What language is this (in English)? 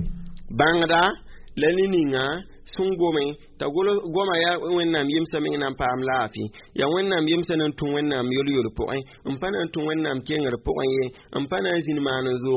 Mossi